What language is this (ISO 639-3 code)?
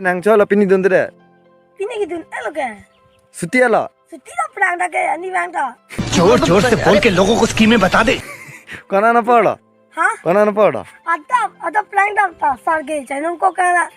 mjw